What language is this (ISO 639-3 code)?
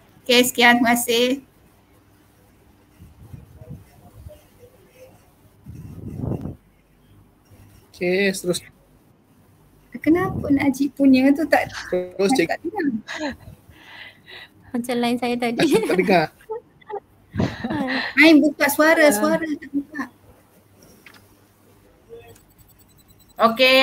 msa